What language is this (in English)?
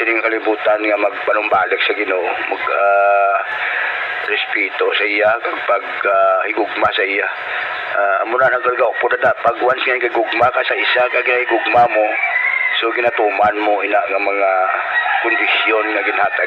Hiligaynon